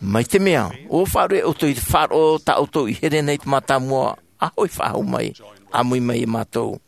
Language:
Tahitian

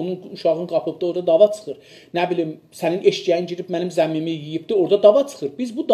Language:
South Azerbaijani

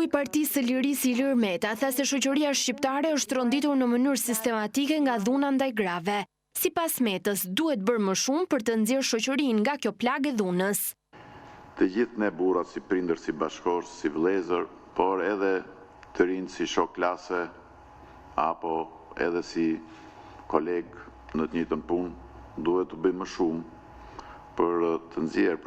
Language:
Albanian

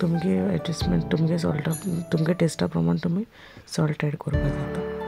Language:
Konkani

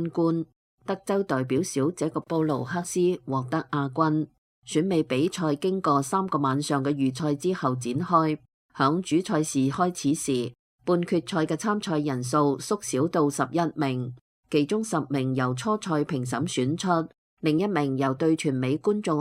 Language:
Cantonese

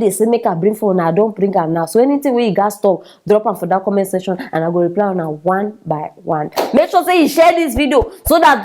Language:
Nigerian Pidgin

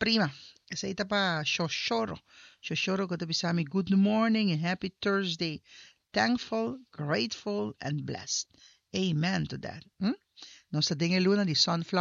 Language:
Papiamento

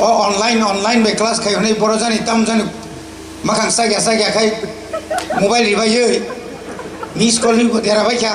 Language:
Kok Borok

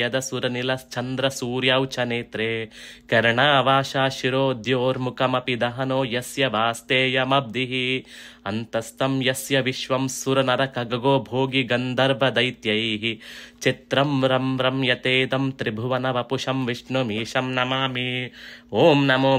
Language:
Sanskrit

